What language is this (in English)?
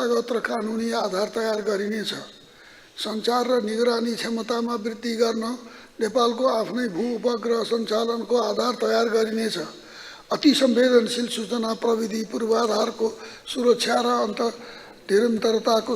Nepali